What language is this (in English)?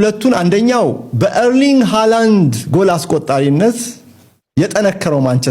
Amharic